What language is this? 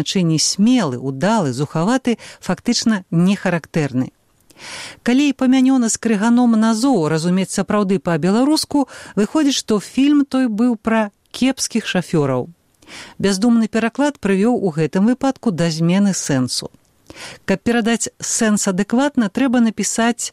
Belarusian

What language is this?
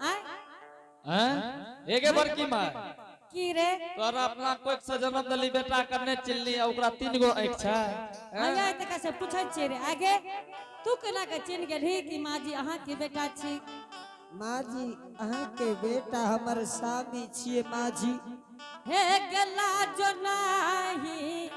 Angika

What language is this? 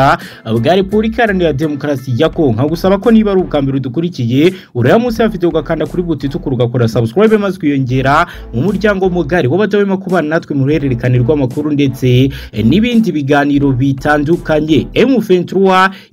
Kinyarwanda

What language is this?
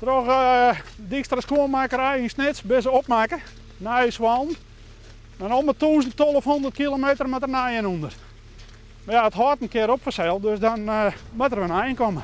Western Frisian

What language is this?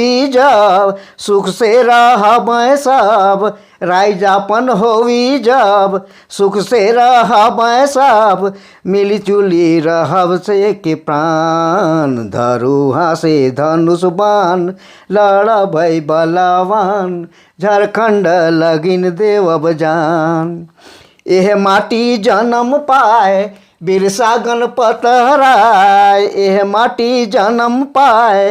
Sadri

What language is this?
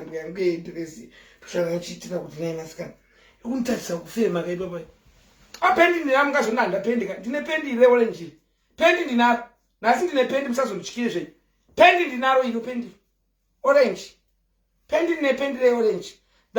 Shona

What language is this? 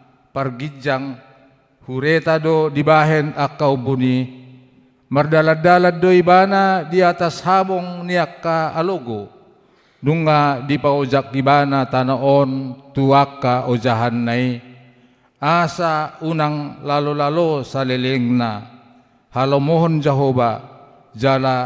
Batak Toba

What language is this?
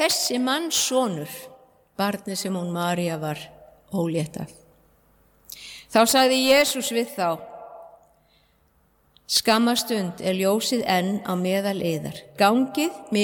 Icelandic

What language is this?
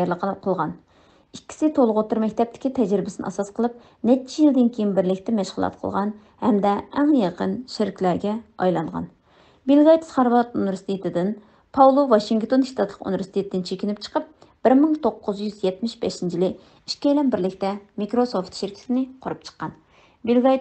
Uyghur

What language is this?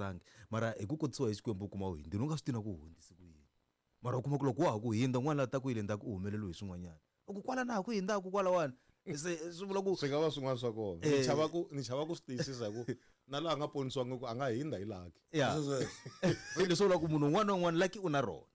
Tsonga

